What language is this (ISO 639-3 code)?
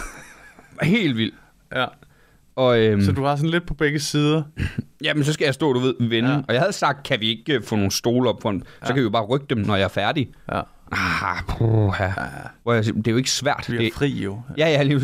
dan